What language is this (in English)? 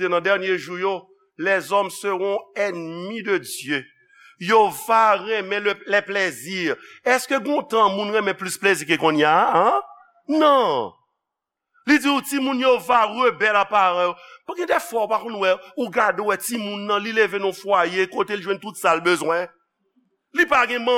Haitian Creole